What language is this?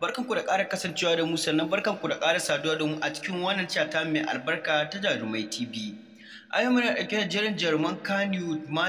Hausa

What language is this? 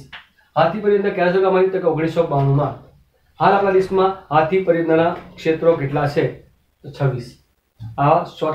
Gujarati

